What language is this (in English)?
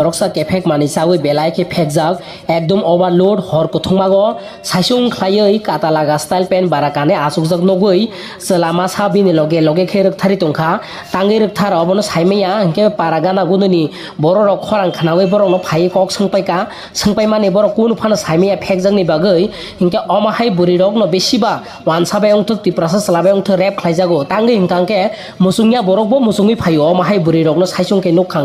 Kok Borok